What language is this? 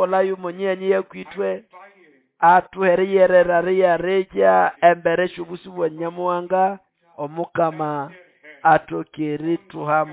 Nande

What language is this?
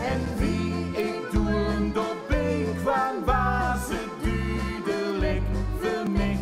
Limburgish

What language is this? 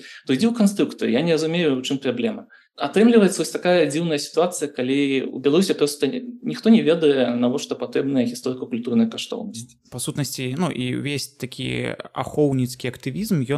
Belarusian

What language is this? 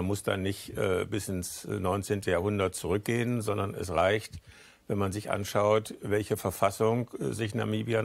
German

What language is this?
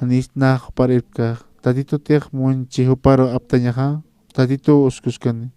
Aymara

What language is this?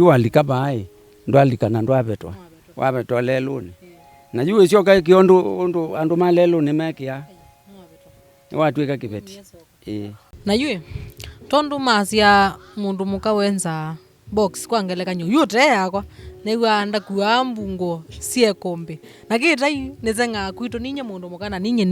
Kamba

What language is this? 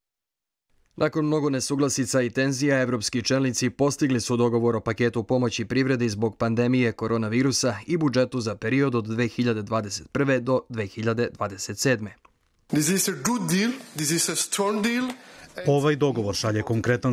Serbian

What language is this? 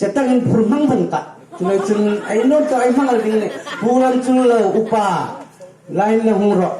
Hmar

